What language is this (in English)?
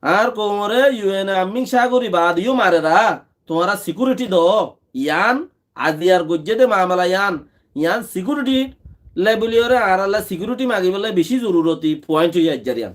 Rohingya